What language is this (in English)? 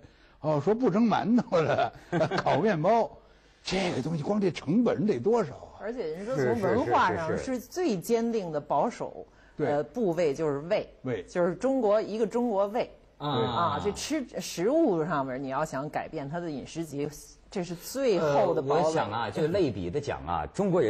Chinese